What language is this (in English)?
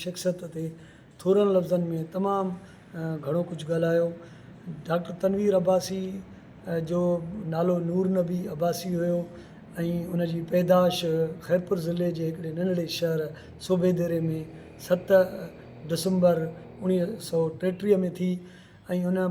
Sindhi